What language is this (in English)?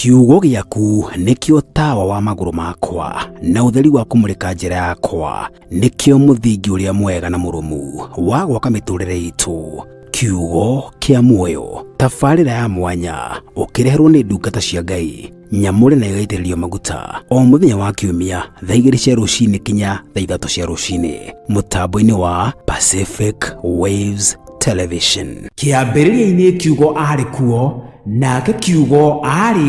Kikuyu